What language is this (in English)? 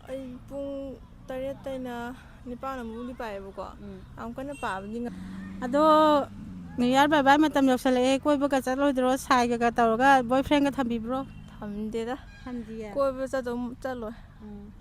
Manipuri